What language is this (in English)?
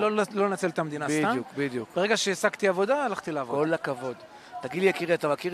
Hebrew